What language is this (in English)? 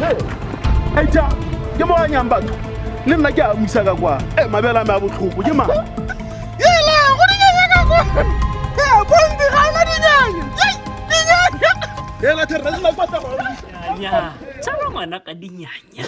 Tswana